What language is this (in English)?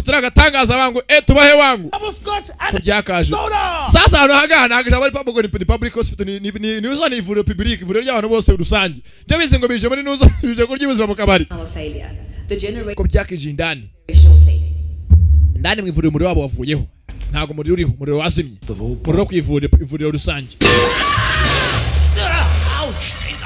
Kinyarwanda